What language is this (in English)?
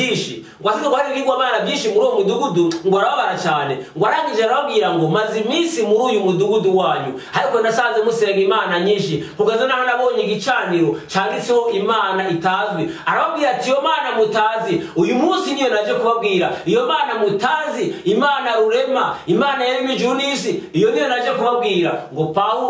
Kinyarwanda